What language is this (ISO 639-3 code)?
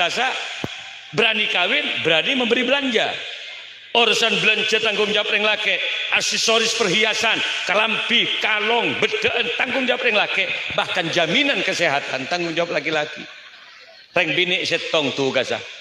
mad